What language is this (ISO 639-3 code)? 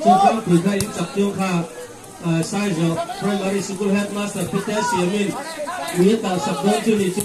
lus